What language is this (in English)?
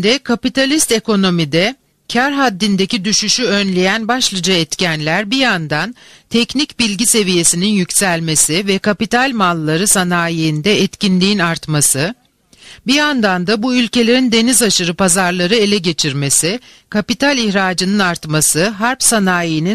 Turkish